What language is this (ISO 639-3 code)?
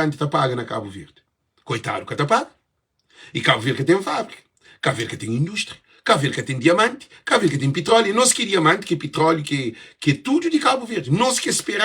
kea